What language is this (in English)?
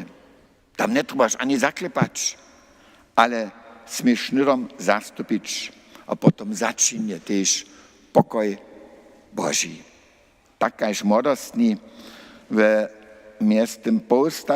Upper Sorbian